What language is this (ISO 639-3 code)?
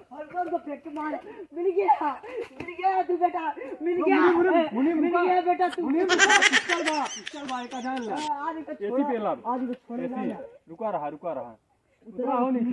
awa